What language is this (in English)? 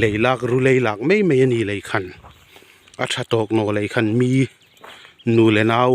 Hmar